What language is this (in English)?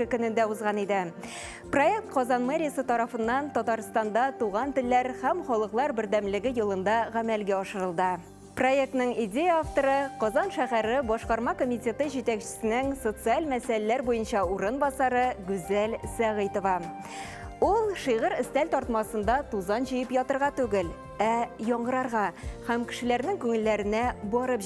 Tatar